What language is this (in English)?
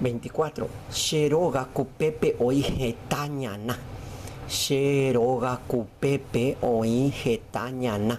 Guarani